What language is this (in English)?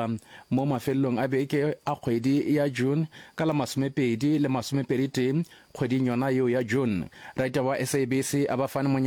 Northern Sotho